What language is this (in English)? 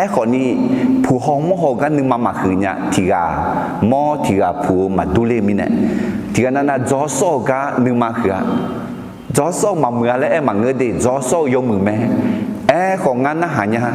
Akha